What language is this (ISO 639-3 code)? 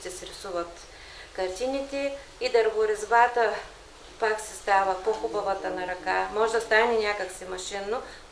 bul